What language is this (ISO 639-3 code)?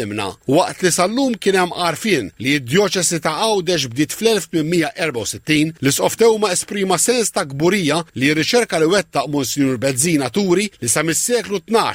mlt